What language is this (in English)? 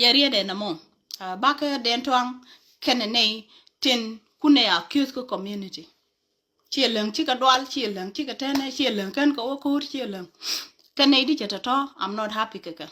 Nuer